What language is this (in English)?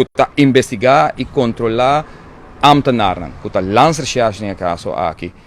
Papiamento